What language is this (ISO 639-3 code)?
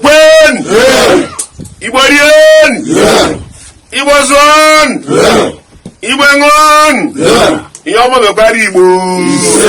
ibo